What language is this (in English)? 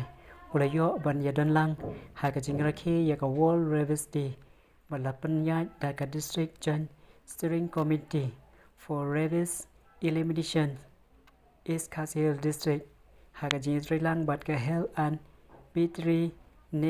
Khasi